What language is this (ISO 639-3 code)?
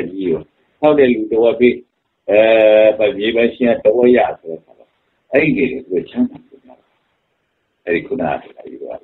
mya